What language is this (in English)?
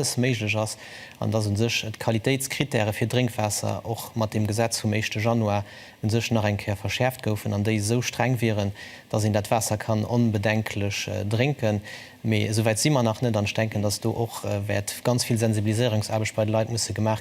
Luxembourgish